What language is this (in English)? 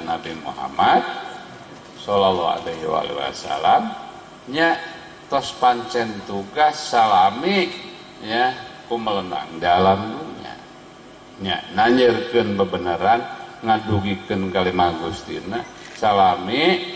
Sundanese